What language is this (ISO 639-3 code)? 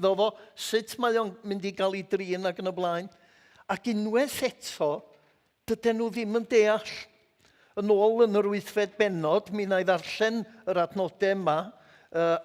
cym